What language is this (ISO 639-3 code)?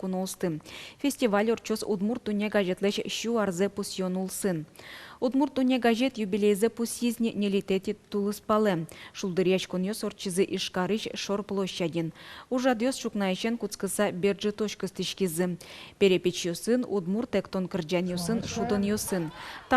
udm